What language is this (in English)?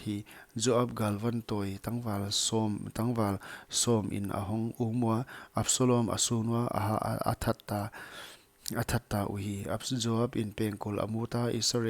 Paite Chin